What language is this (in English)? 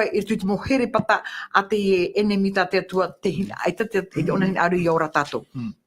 Tahitian